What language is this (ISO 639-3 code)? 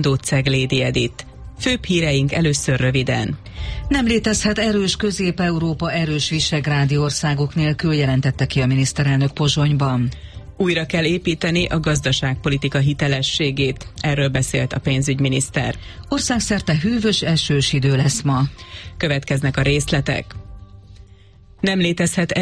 hun